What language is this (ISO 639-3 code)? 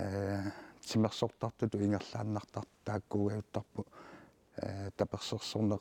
kal